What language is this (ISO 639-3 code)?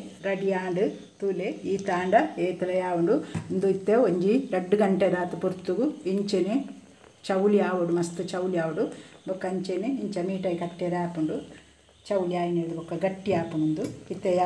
tcy